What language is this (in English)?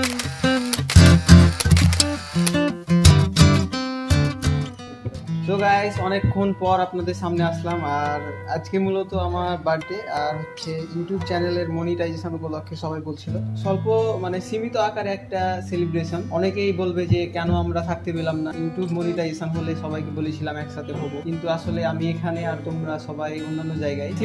Bangla